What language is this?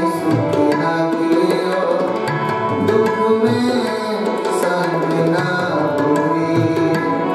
Hindi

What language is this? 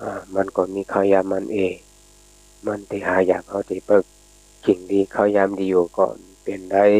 Shan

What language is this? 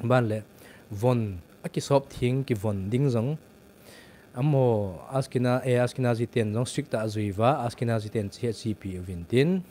Thado Chin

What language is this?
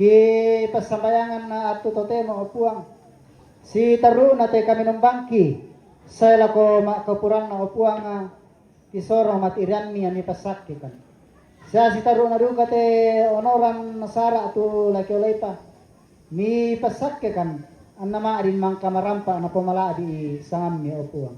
Toraja-Sa'dan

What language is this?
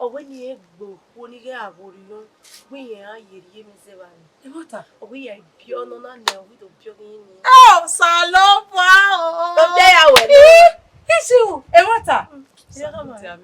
Bini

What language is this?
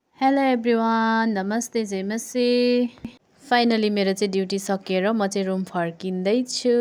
Nepali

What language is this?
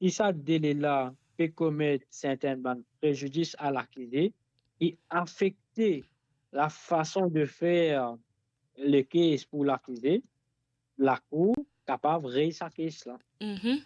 Morisyen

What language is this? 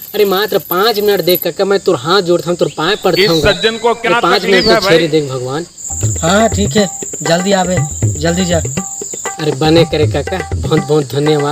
Chhattisgarhi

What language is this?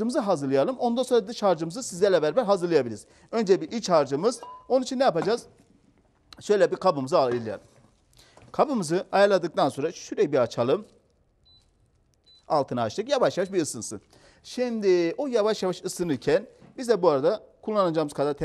Turkish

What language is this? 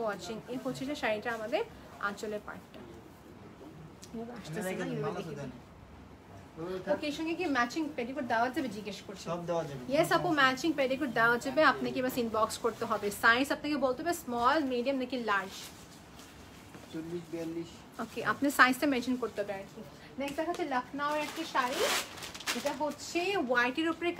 Bangla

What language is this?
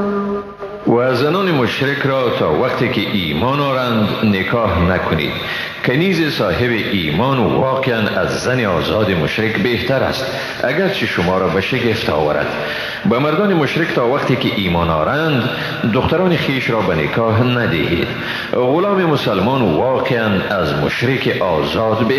Persian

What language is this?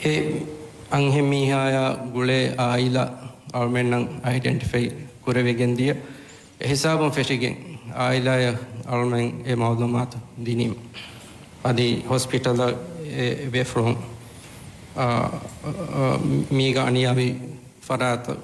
Divehi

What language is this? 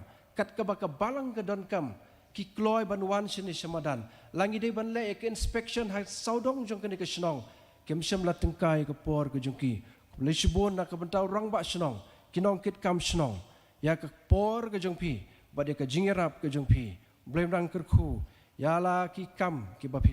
Khasi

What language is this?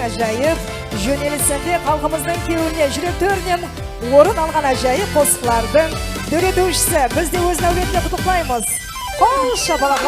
Kara-Kalpak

